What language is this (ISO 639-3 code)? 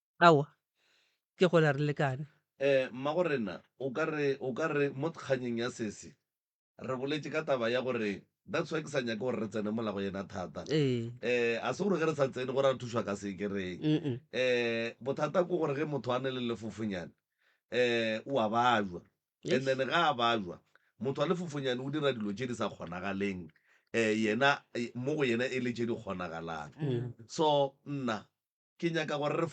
nso